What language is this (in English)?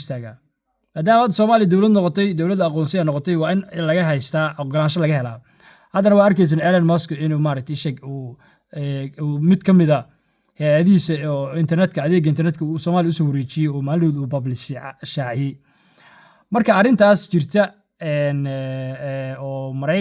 Somali